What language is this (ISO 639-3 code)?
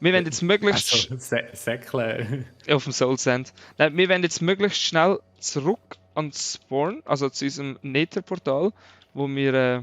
gsw